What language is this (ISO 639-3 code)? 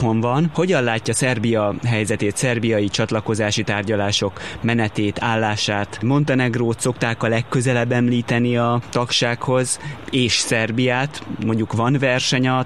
hun